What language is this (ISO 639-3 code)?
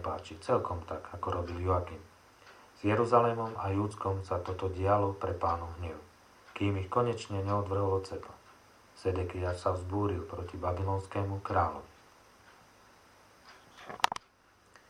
slk